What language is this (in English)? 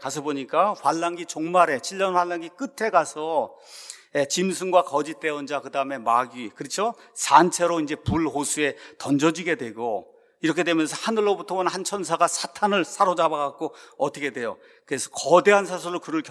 Korean